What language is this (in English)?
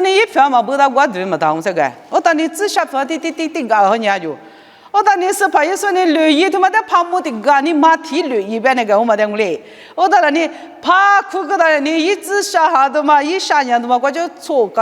Lisu